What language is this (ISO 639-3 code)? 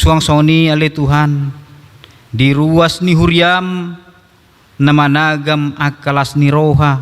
bbc